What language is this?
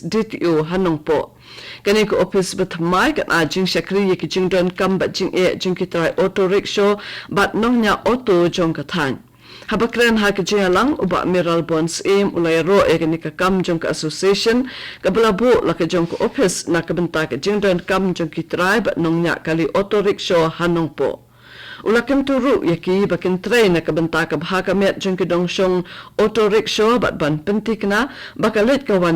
Khasi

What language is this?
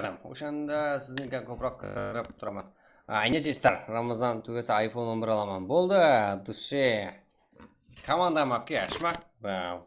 Kara-Kalpak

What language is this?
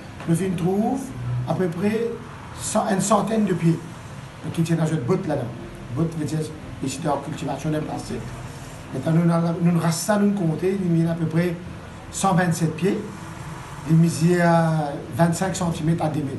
Morisyen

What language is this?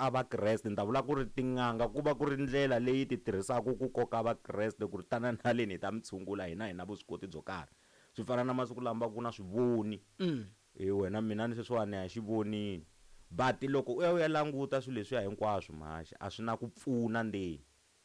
Tsonga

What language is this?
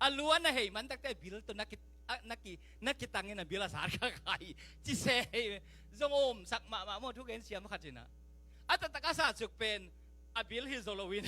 Tedim Chin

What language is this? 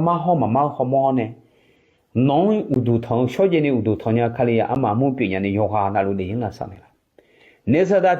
Akha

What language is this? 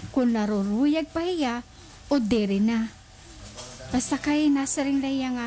Waray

